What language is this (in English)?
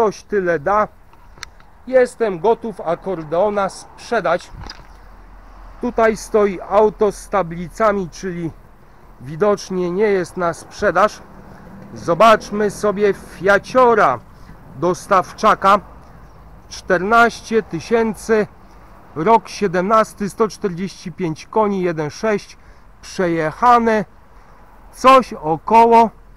Polish